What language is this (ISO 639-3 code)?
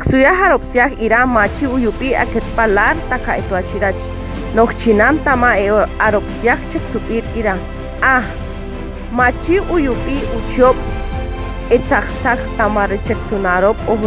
caa